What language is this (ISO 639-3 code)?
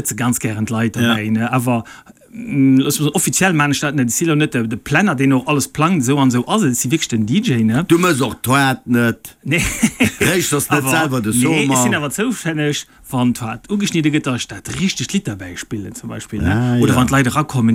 ltz